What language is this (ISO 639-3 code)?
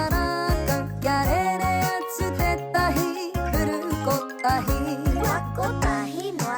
mri